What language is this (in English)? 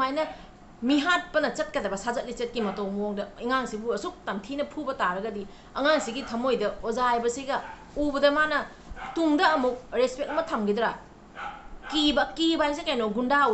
Manipuri